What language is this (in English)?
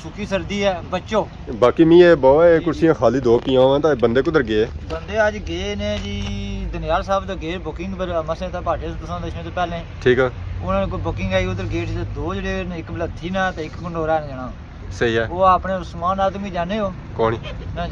Pahari-Potwari